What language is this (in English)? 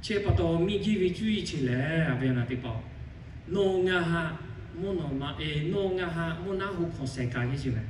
Lahu